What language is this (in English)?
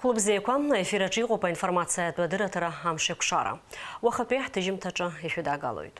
Abkhazian